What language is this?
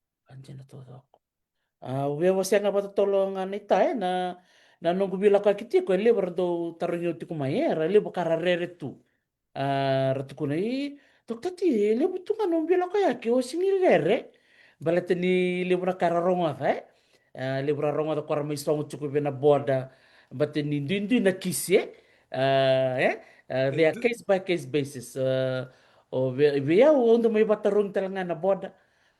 Fijian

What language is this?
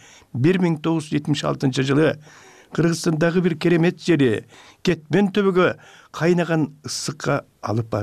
Kyrgyz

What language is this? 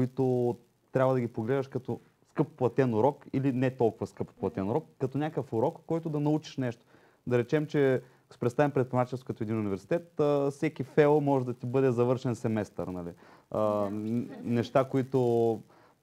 Bulgarian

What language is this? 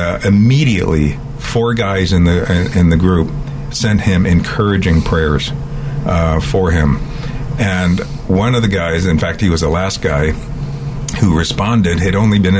English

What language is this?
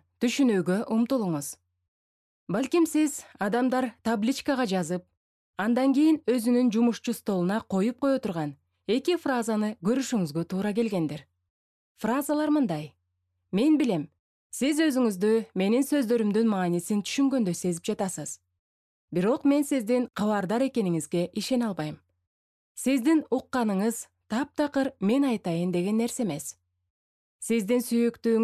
Kyrgyz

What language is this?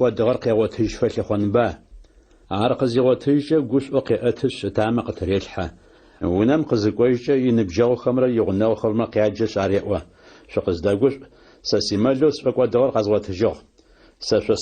Adyghe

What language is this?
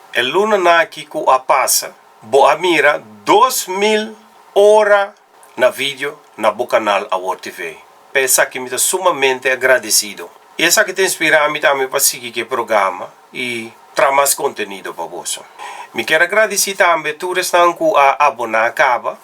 Papiamento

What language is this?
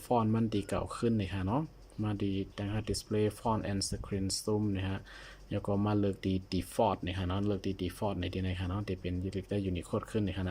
Shan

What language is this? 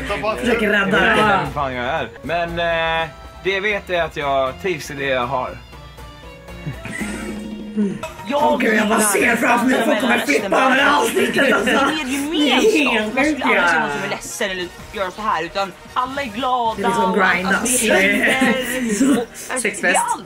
Swedish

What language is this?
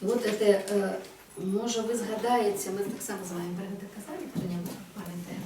Belarusian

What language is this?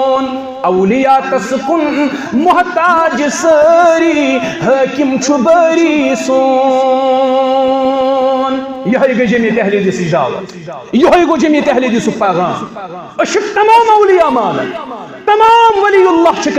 Kashmiri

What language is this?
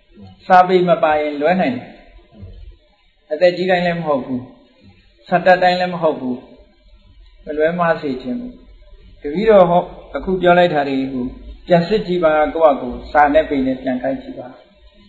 Burmese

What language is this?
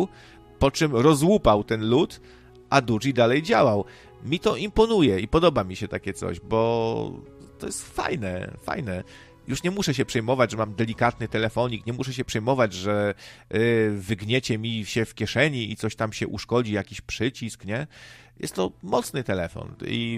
Polish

